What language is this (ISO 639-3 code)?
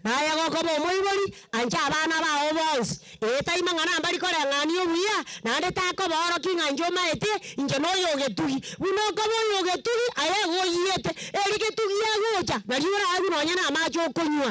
guz